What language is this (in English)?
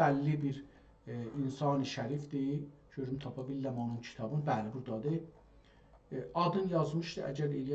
South Azerbaijani